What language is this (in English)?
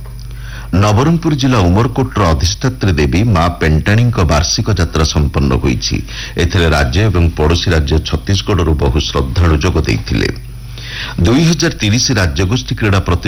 Odia